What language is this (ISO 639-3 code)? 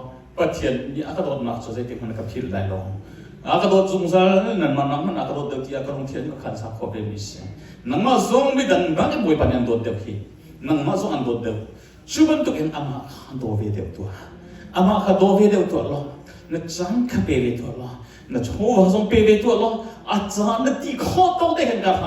cnh